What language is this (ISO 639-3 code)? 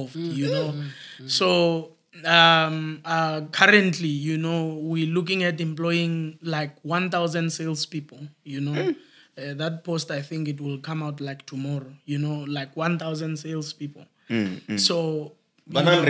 tso